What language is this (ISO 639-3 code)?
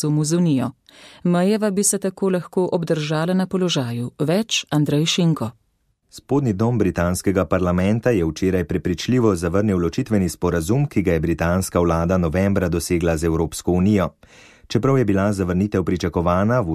slv